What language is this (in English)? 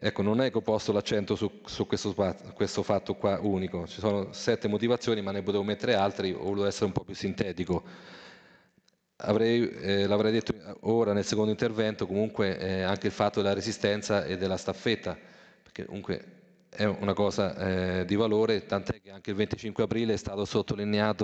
Italian